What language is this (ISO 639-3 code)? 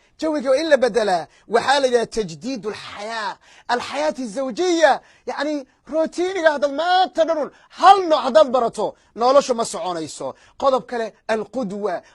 som